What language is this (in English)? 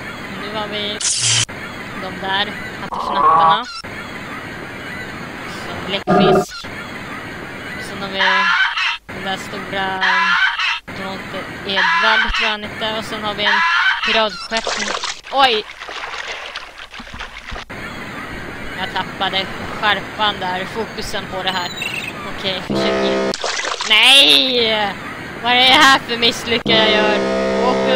Swedish